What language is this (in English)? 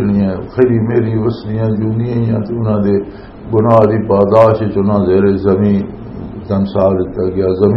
Western Panjabi